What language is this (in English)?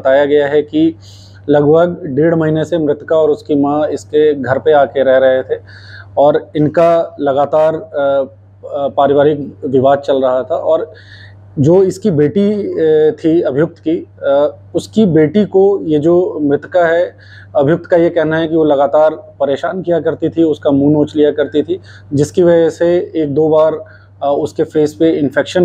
Hindi